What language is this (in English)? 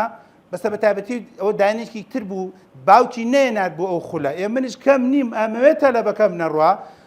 Central Kurdish